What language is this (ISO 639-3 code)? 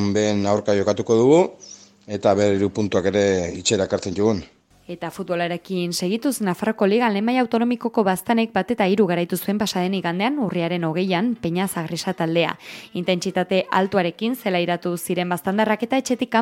eus